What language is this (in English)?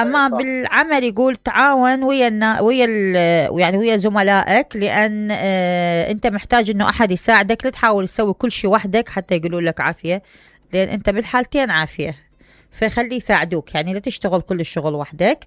Mesopotamian Arabic